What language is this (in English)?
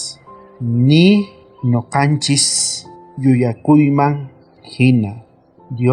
South Bolivian Quechua